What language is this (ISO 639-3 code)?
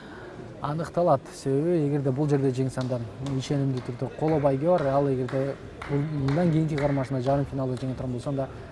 kir